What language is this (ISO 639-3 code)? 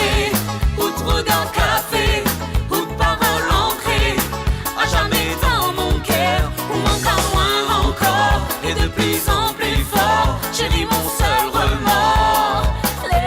mfe